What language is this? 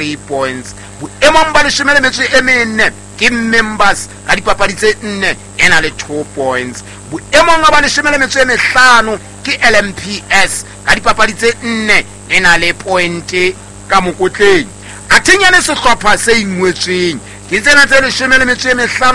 Southern Sotho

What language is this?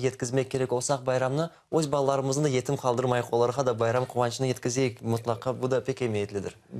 Crimean Tatar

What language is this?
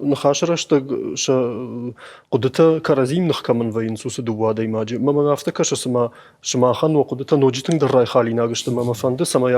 Ossetic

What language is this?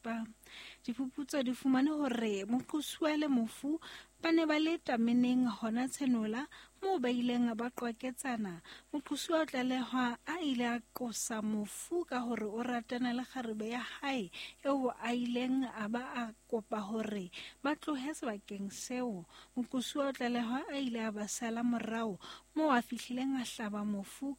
Southern Sotho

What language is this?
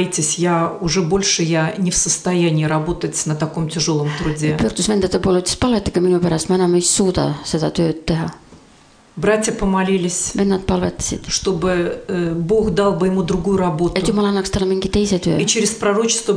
Estonian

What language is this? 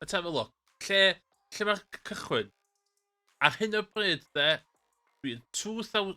Welsh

